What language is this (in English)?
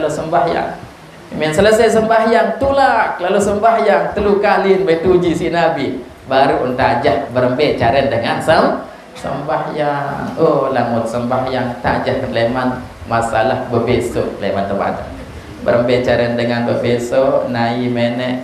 Sasak